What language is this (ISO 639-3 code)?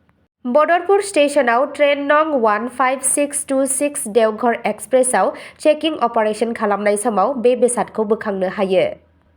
brx